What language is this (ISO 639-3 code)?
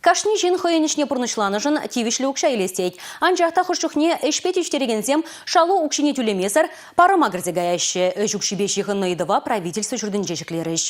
chv